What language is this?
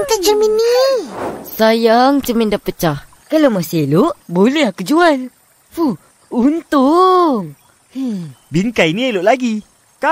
Malay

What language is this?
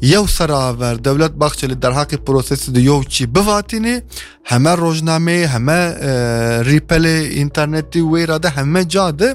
Kurdish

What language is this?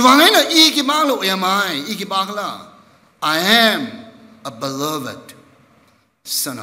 Tangkhul Naga (India)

